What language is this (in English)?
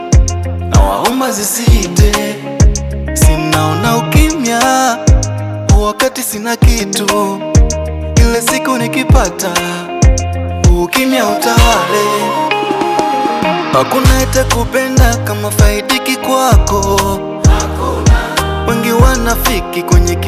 Swahili